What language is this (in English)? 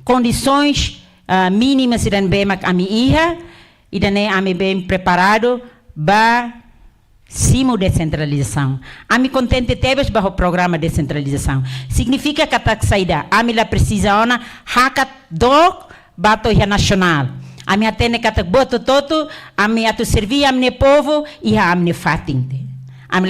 Tetum